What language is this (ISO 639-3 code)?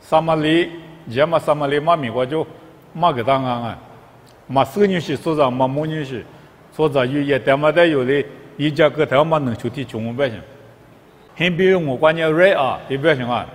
lis